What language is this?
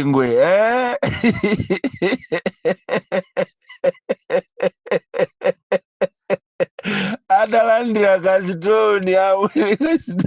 Nyanja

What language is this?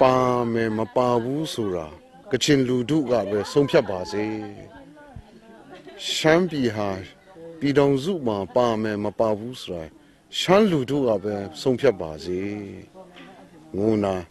Kachin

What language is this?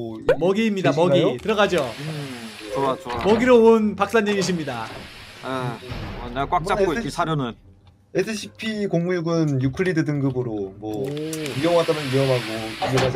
Korean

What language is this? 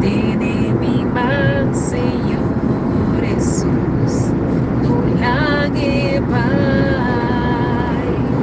Papiamento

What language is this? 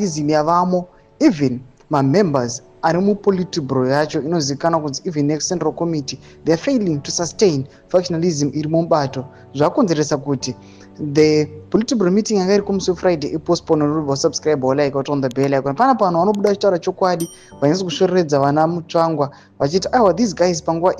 Shona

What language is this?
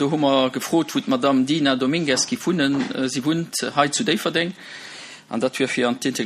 Luxembourgish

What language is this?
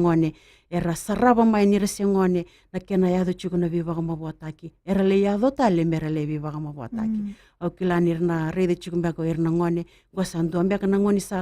Fijian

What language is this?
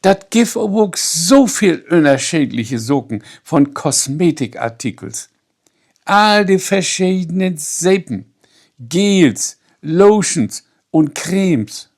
Low German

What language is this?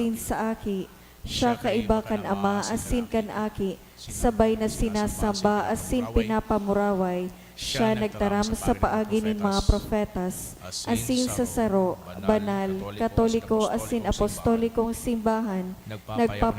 Bikol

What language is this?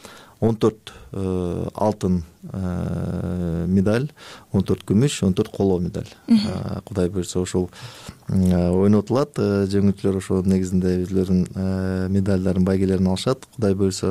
Kyrgyz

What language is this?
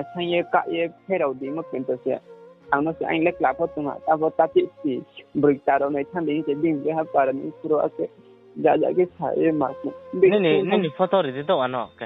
Riang (India)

